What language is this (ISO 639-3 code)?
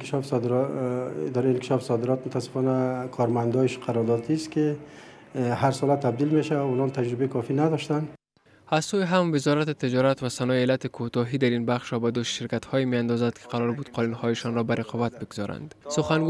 fas